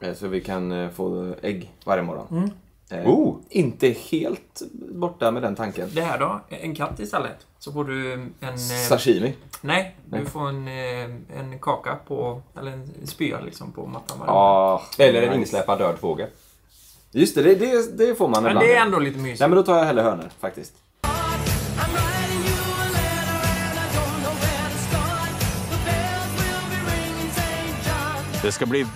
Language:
Swedish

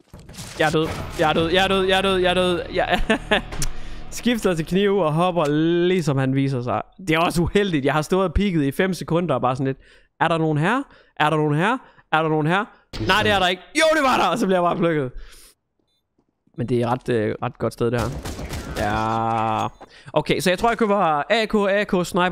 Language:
Danish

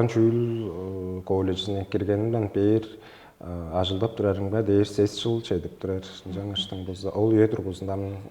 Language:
Tuvinian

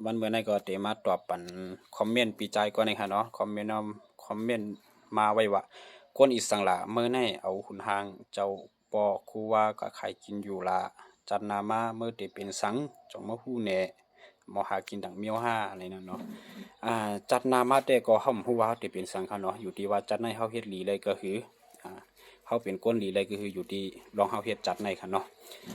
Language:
Shan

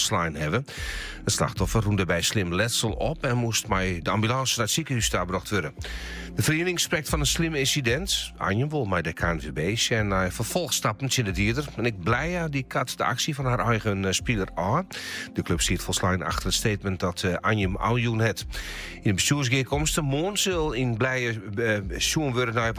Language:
Western Frisian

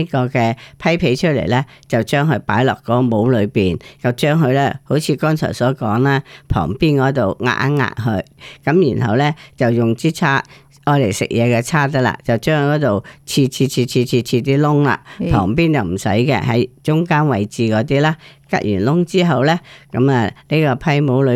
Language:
Cantonese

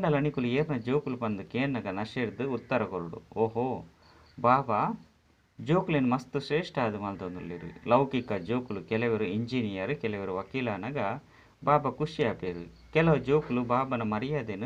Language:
Tulu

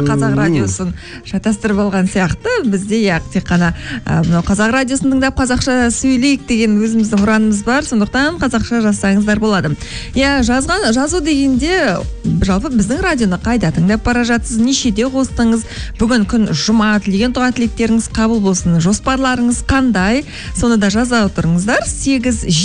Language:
Kazakh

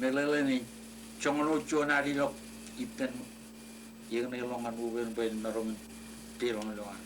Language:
Marshallese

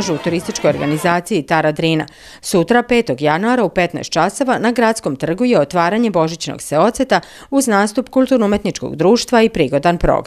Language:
Serbian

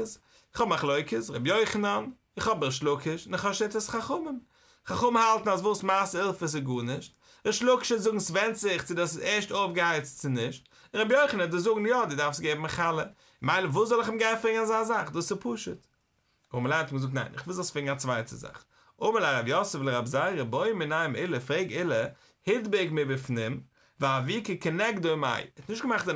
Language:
Yiddish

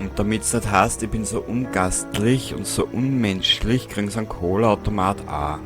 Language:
Bavarian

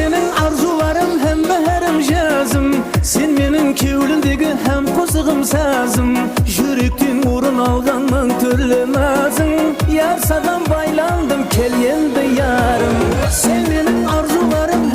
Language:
Kara-Kalpak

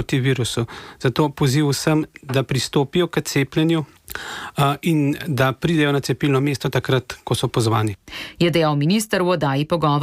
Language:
Slovenian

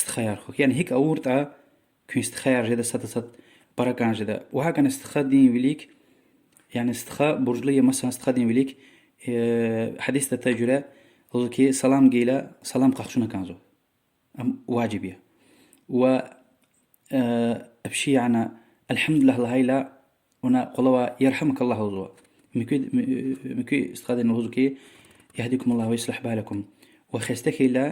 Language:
Lezghian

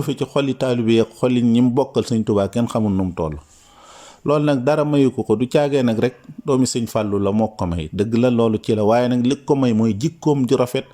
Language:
Wolof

